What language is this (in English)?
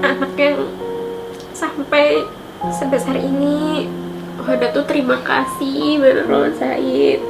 Banjar